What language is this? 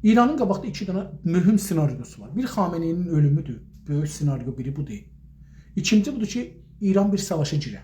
South Azerbaijani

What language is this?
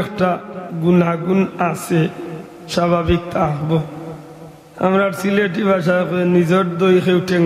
Sylheti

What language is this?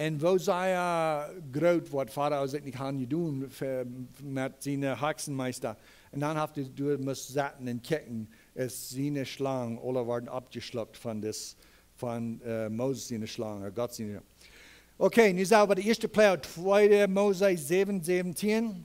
Plautdietsch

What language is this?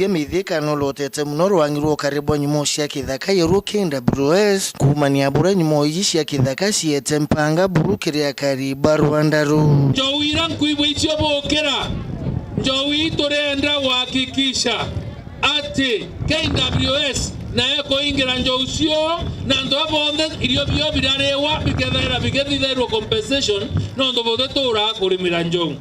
Meru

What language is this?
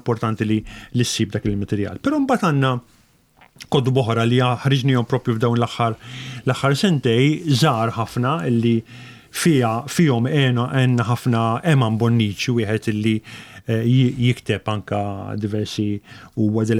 Maltese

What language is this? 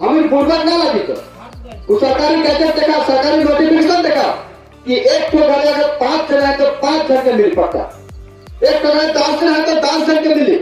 Sadri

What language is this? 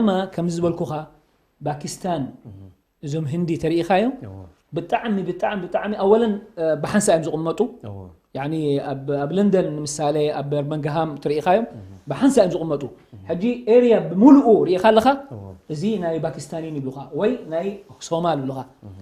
Tigrinya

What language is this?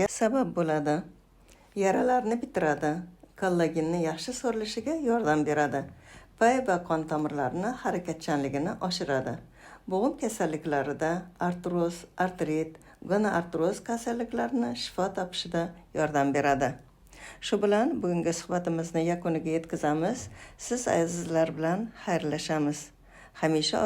Uzbek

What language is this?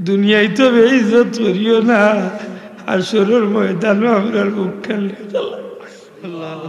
Sylheti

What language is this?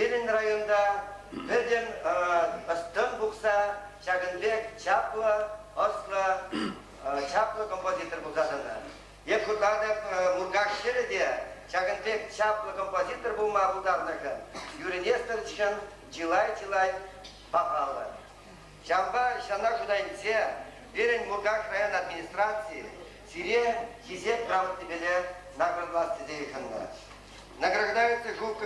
Chuvash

